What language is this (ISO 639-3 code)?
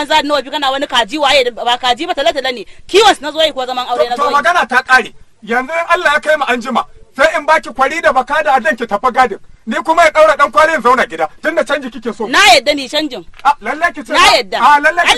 hau